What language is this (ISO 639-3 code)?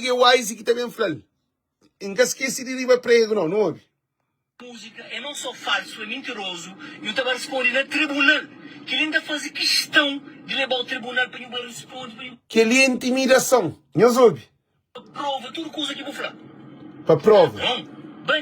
kea